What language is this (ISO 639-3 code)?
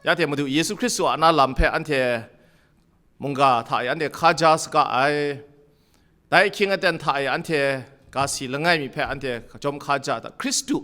kac